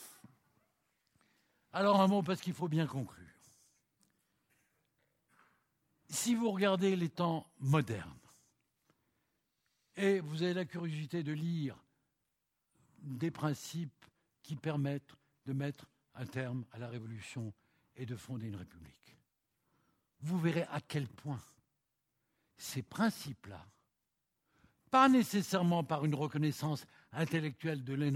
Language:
French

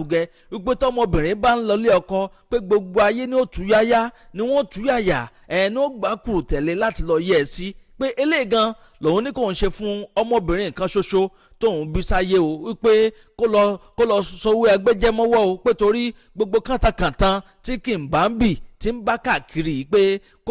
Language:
Yoruba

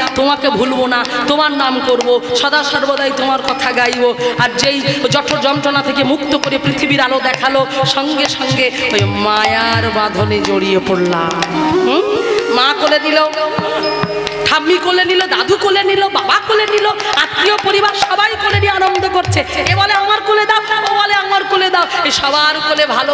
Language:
Bangla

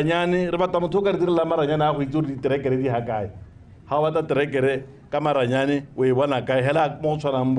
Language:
Tswana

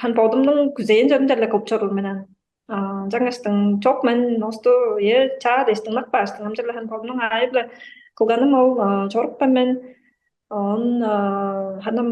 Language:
Tuvinian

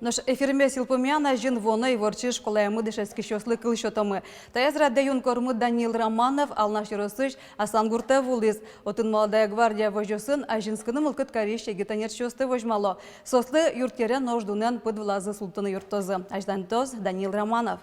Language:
Udmurt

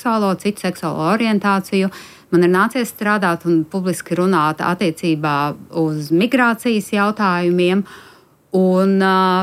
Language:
Latvian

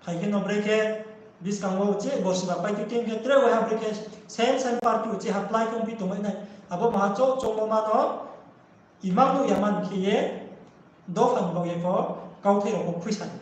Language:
Riang (India)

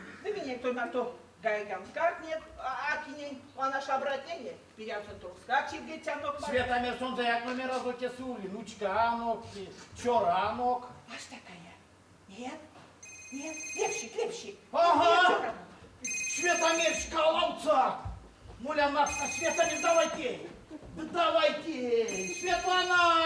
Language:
Erzya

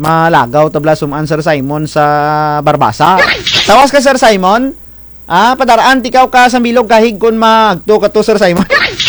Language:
Kinaray-a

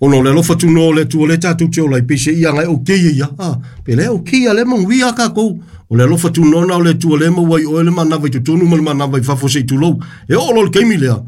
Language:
Samoan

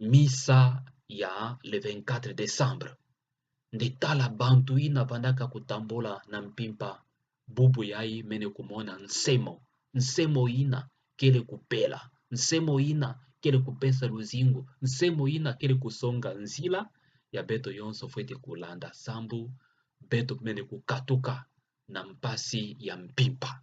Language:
Kituba (Democratic Republic of Congo)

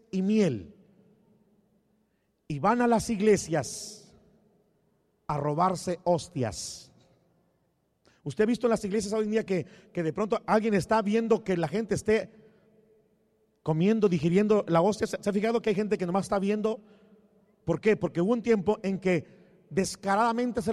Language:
Spanish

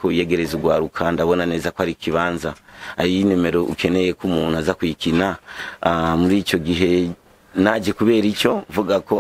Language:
Rundi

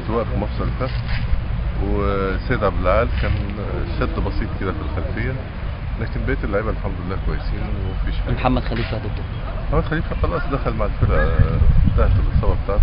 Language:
Egyptian Arabic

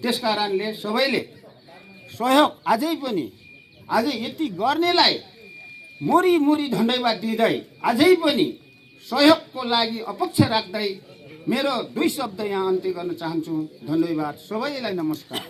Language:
Nepali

